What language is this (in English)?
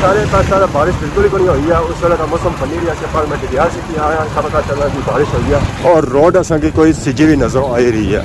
Pahari-Potwari